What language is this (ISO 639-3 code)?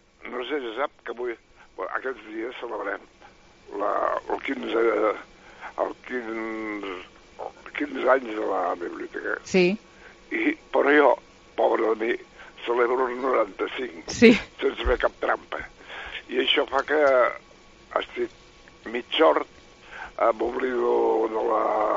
cat